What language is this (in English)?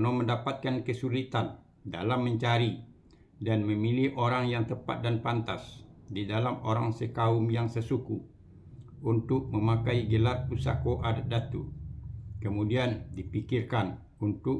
Minangkabau